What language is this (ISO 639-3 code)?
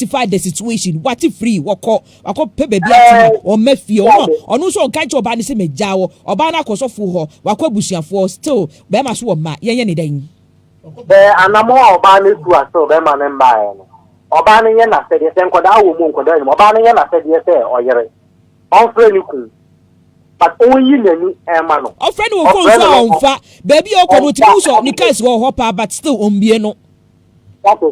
aka